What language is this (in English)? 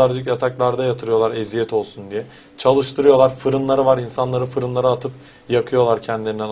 Turkish